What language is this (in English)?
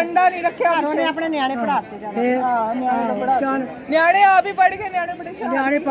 Punjabi